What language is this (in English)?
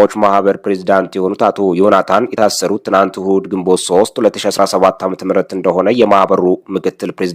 Amharic